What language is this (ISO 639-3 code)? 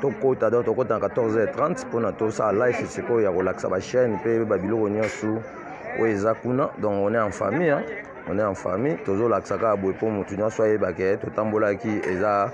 lin